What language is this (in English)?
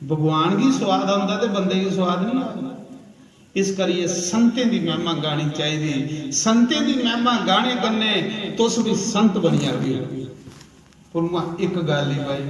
Dogri